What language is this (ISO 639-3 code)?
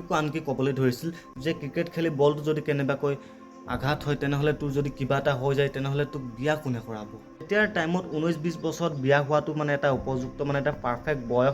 asm